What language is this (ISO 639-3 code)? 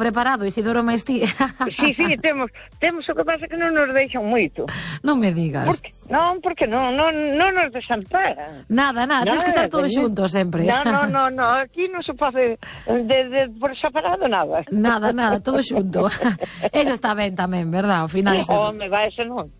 glg